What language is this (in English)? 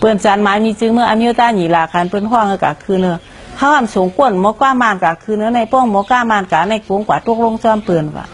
Shan